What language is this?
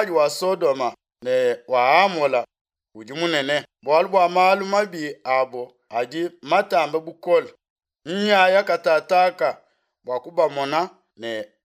Luba-Lulua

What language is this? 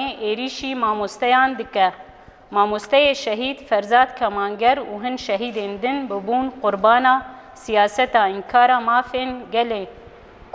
Kurdish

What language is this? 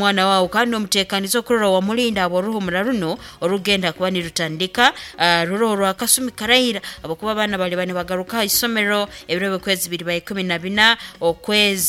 Nyankole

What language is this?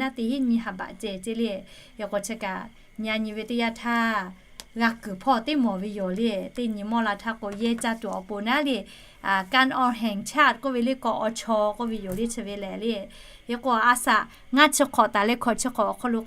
Lahu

